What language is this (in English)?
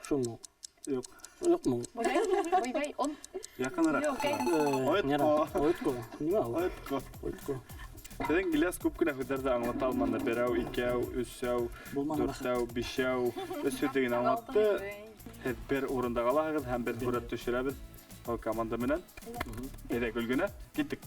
Bashkir